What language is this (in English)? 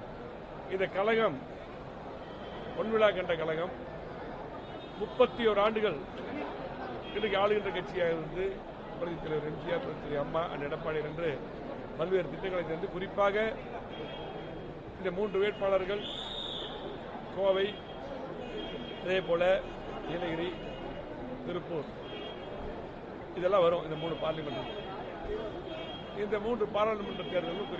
Tamil